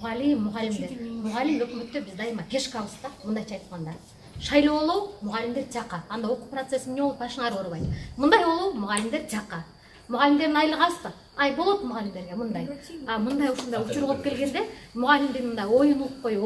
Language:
Kyrgyz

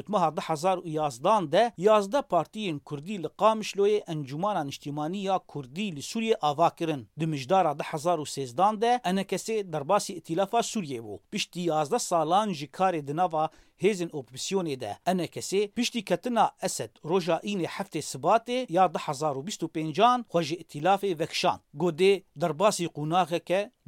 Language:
Kurdish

